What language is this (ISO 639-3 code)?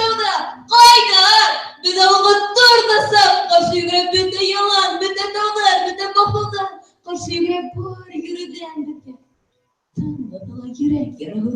bak